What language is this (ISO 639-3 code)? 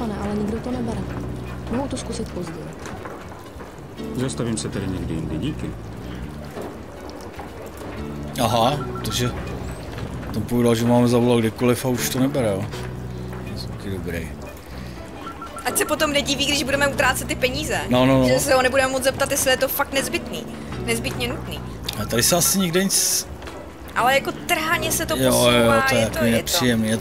ces